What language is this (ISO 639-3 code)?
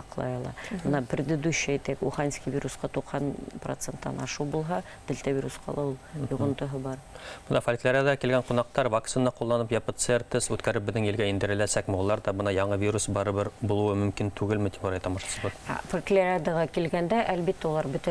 bak